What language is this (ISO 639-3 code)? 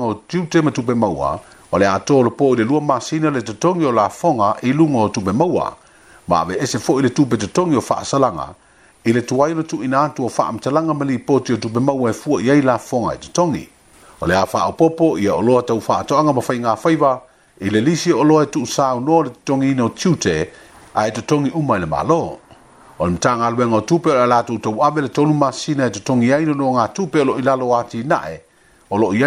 smo